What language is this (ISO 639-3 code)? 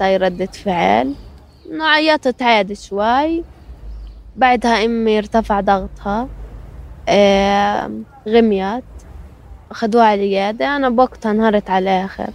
apc